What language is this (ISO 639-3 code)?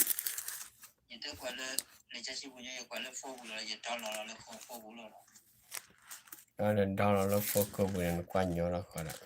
ksw